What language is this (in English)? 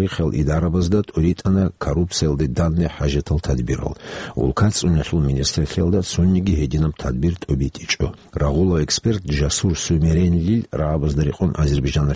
Avaric